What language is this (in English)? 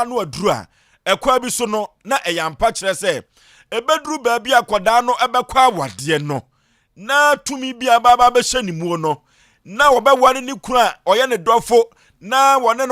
Akan